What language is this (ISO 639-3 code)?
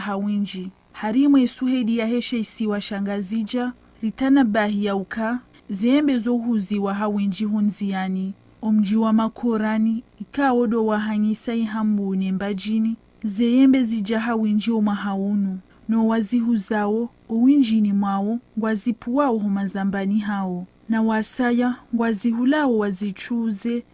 zdj